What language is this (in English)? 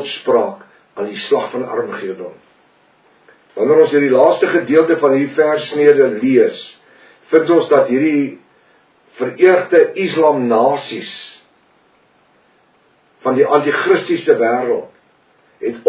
Afrikaans